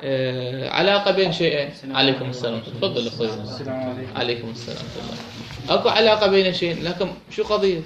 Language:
Mesopotamian Arabic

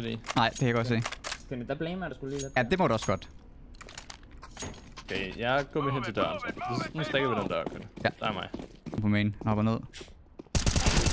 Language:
Danish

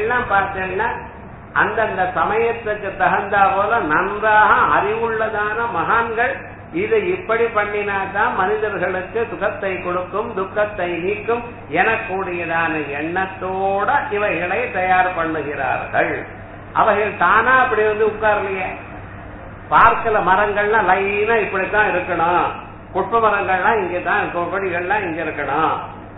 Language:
Tamil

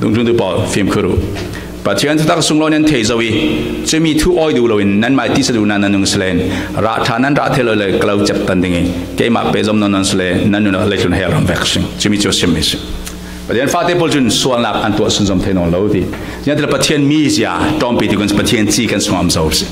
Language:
Falam Chin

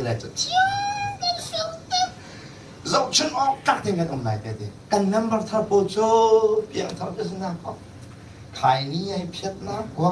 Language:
Hakha Chin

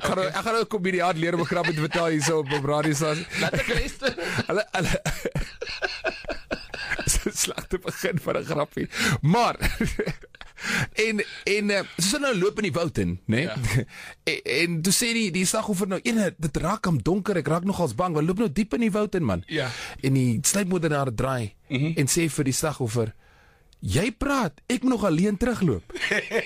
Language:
Afrikaans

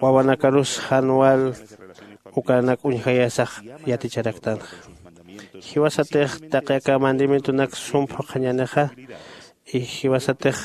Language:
Aymara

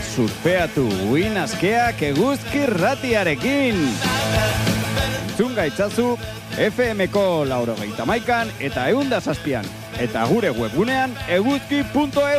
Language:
Basque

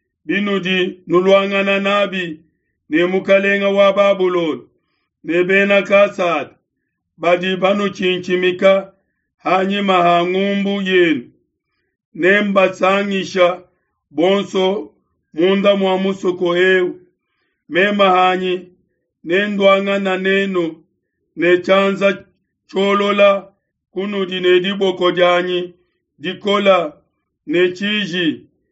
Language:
Luba-Lulua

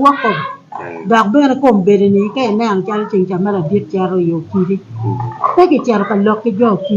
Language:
Acoli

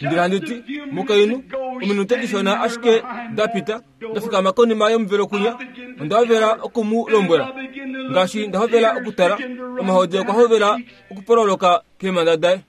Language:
Kuanyama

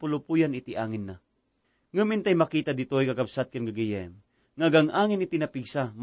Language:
Iloko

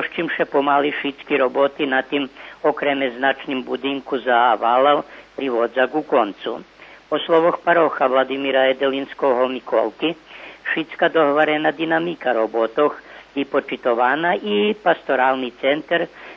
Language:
Rusyn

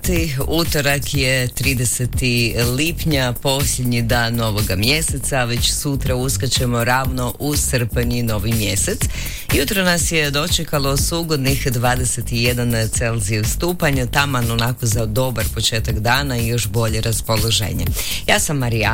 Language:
Croatian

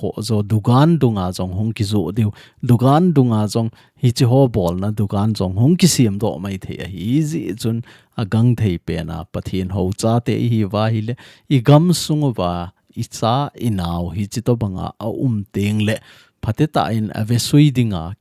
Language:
Thado Chin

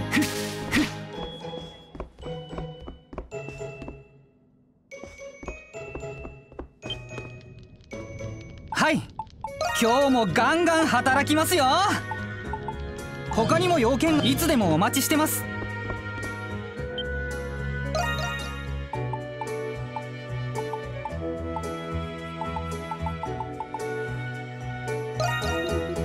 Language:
Japanese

